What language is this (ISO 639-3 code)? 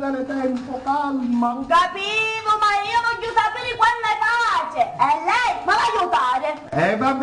scn